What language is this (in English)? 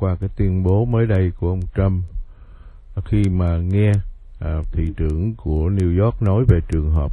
Vietnamese